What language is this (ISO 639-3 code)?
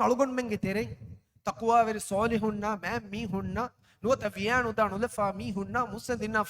div